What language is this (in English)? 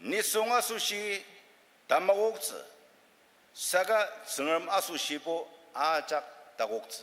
Ao Naga